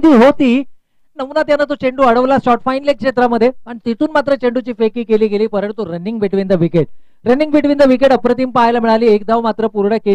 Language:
Marathi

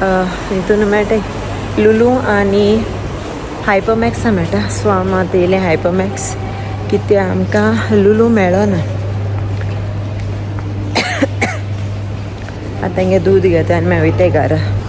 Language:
Konkani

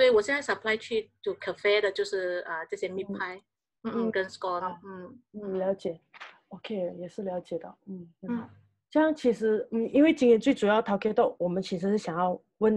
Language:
Chinese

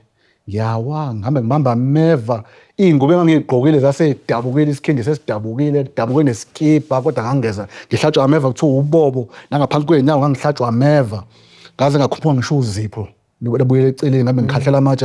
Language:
Zulu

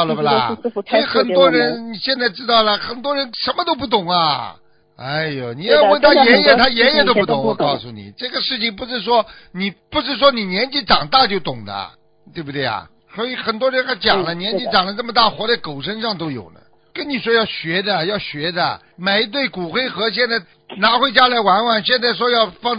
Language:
Chinese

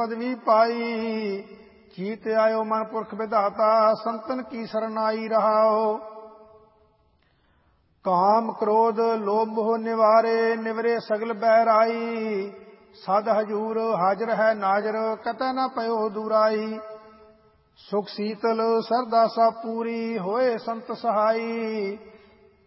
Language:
Punjabi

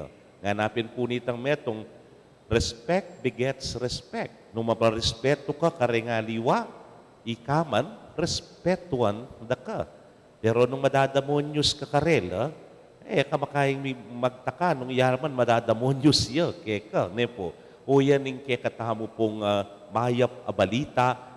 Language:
Pampanga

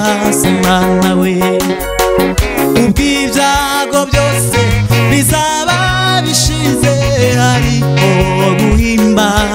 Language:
Kinyarwanda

